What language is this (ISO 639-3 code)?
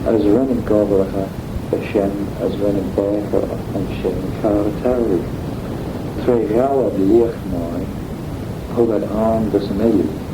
glv